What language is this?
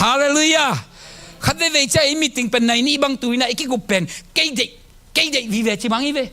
Tedim Chin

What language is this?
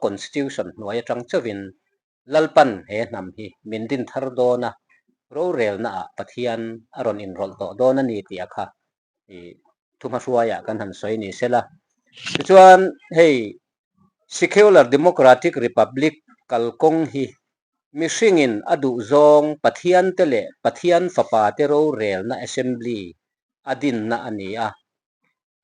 Mizo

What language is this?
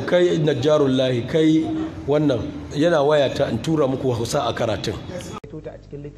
Hausa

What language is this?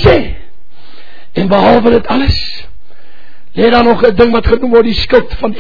Afrikaans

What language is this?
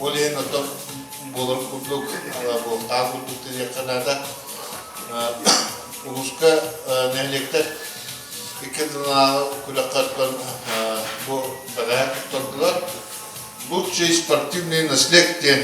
Yakut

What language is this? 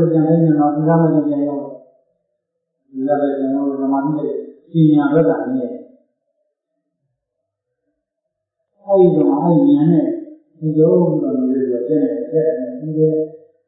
Burmese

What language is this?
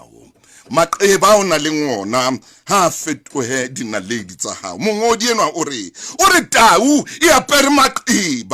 Southern Sotho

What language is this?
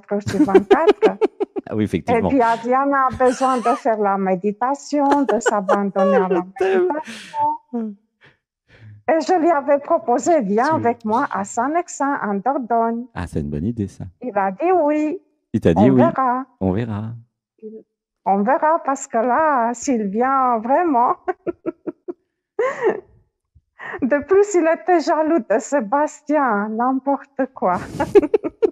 French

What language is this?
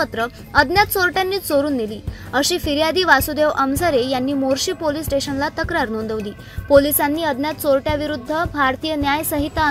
Marathi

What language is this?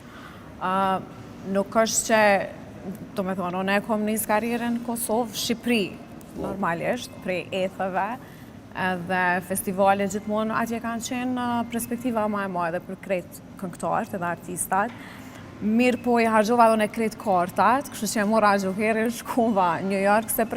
Albanian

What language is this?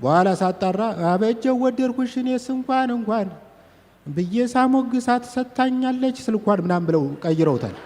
Amharic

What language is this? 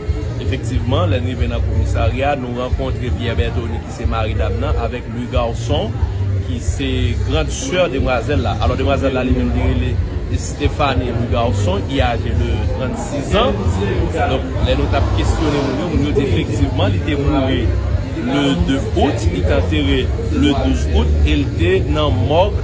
Haitian Creole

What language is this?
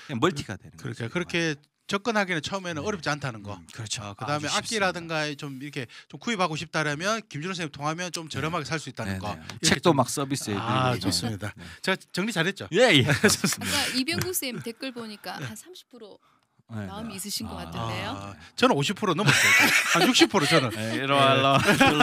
Korean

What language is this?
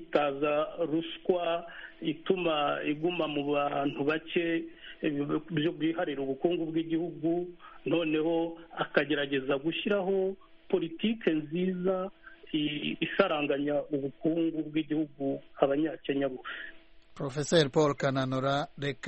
Kinyarwanda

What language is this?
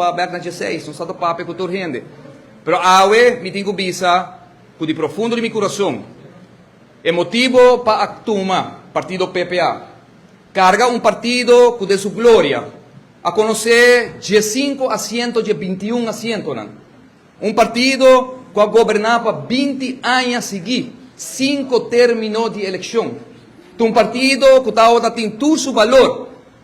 Papiamento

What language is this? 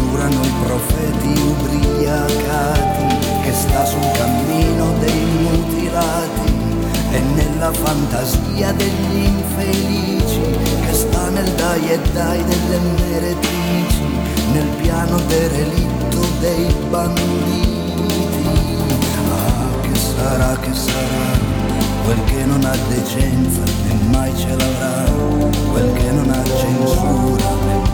Italian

